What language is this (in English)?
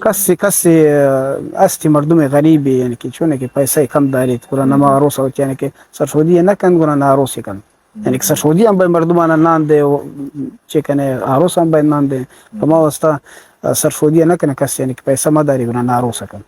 Eastern Balochi